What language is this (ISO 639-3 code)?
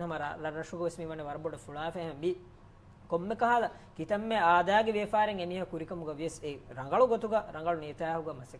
div